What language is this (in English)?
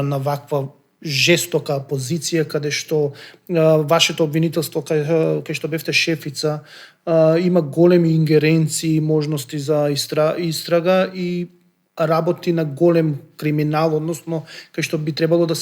Macedonian